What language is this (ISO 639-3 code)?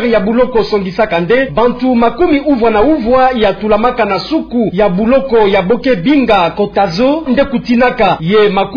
ktu